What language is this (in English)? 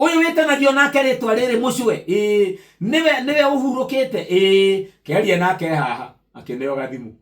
Kikuyu